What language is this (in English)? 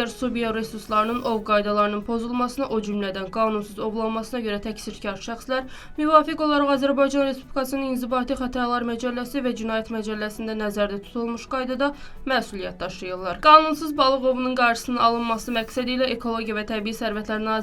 Azerbaijani